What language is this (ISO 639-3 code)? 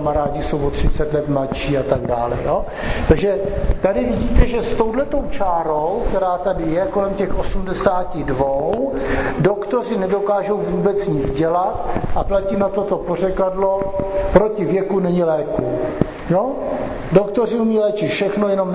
ces